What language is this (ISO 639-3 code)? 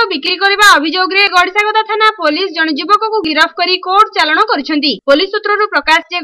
ori